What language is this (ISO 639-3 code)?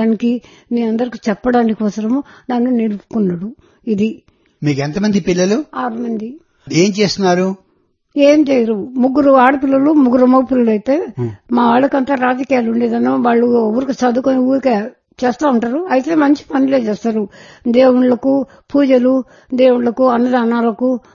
tel